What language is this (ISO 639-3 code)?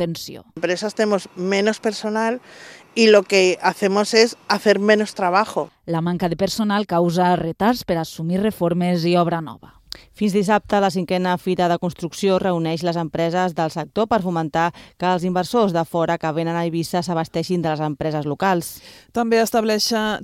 cat